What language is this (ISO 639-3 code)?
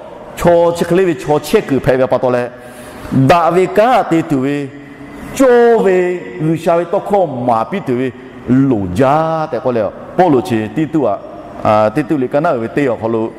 lhu